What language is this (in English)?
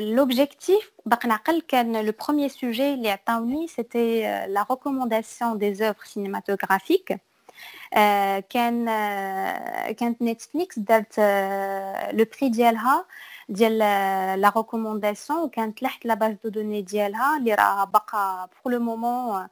Moroccan Arabic